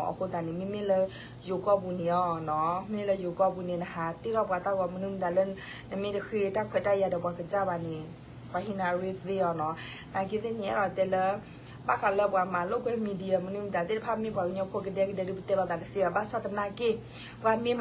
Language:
S'gaw Karen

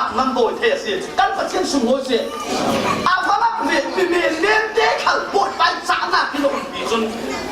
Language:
Falam Chin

